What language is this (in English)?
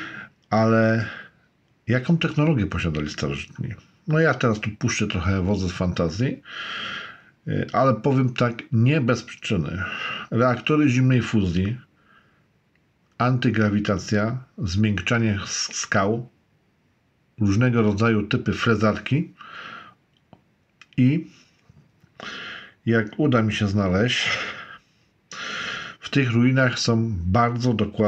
Polish